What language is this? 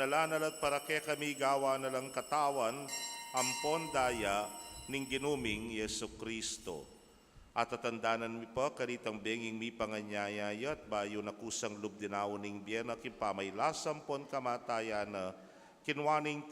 Pampanga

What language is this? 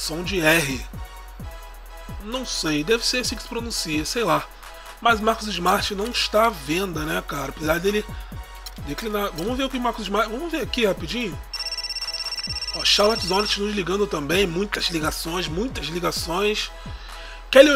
Portuguese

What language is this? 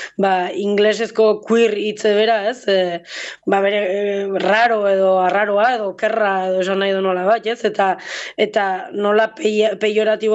Basque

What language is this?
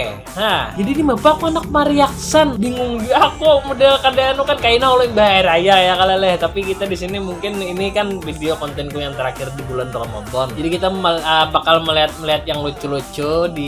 Banjar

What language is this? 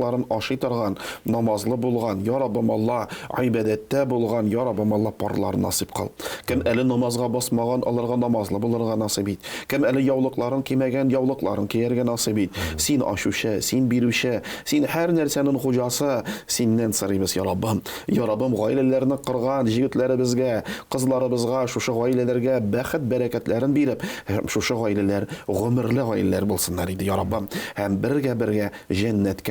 Tatar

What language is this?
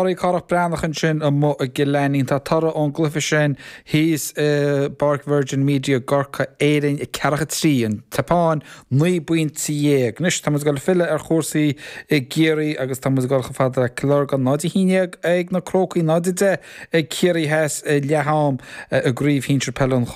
Irish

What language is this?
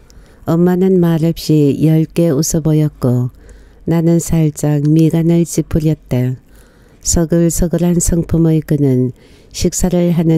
Korean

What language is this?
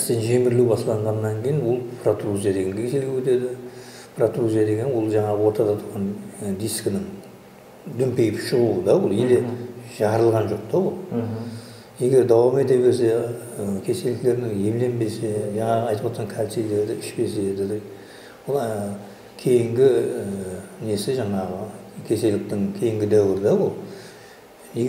Kara-Kalpak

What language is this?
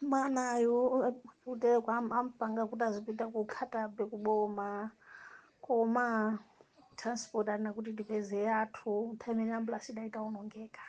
Nyanja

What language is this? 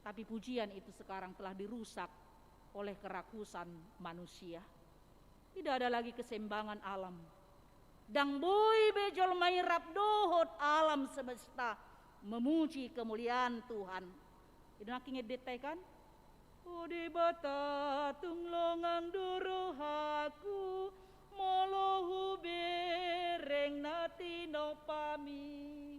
Batak Toba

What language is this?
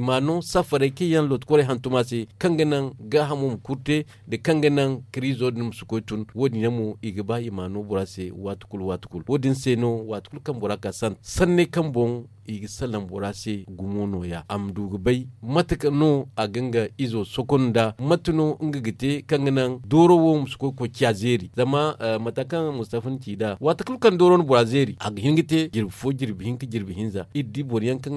Zarma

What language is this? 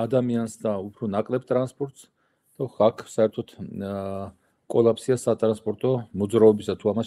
Georgian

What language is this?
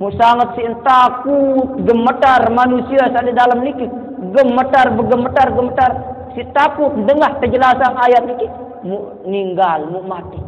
Sasak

